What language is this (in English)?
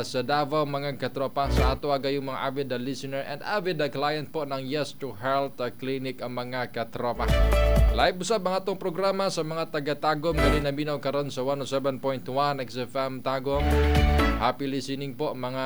Cebuano